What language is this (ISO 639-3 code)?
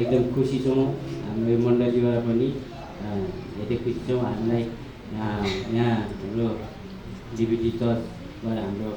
nep